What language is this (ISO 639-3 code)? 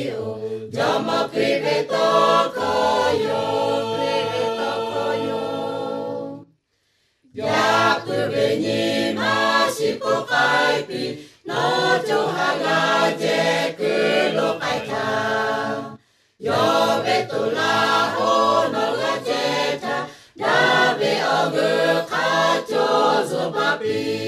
lhu